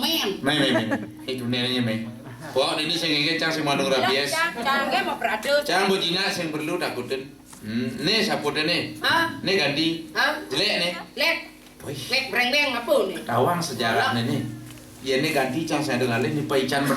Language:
Balinese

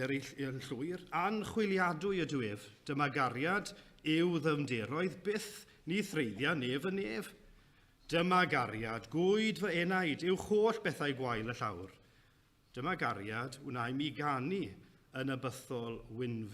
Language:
Welsh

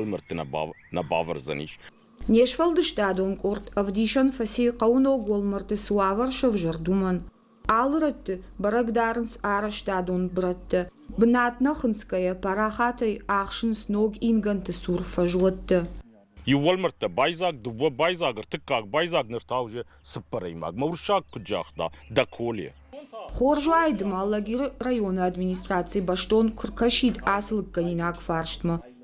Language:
Ossetic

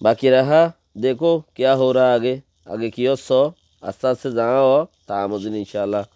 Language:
Rohingya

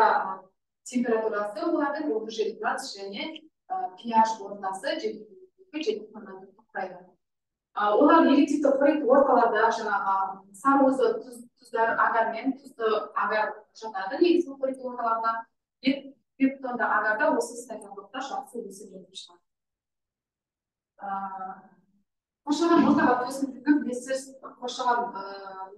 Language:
Kazakh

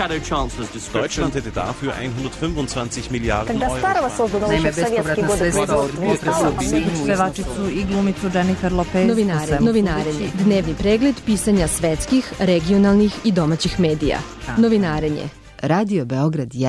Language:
Serbian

